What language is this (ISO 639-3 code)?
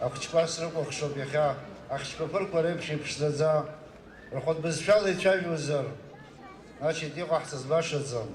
abk